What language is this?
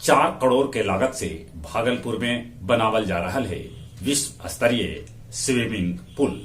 Magahi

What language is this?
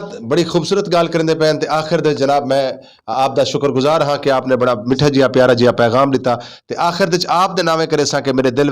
Western Panjabi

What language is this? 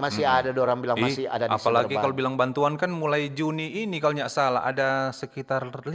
Manado Malay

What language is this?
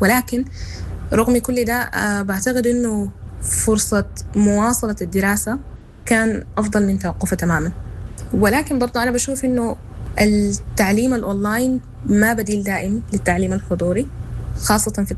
Sudanese Arabic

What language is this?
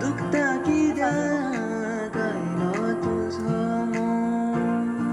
Konkani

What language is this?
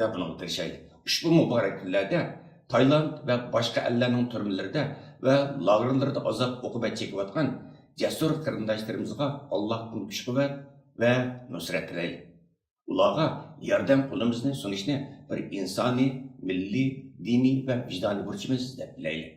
Uyghur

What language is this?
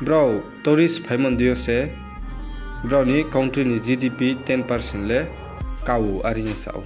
Riang (India)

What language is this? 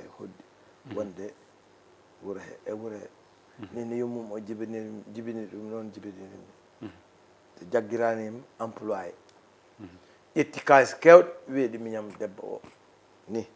Fula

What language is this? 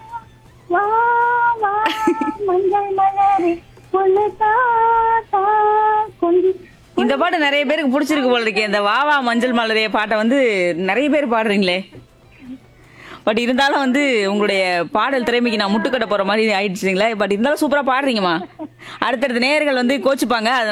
Tamil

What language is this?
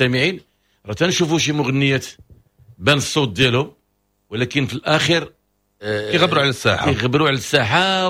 Moroccan Arabic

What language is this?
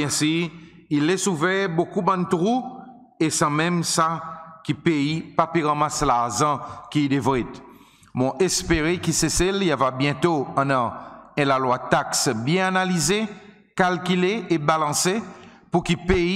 Seselwa Creole French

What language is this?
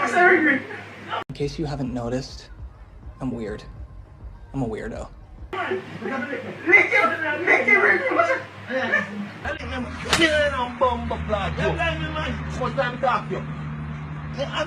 Jamaican Creole English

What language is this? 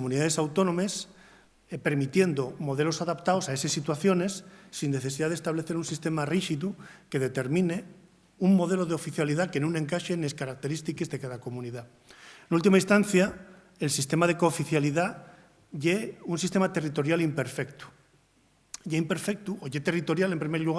Asturian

